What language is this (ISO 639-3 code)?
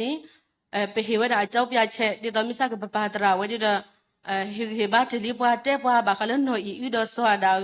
ksw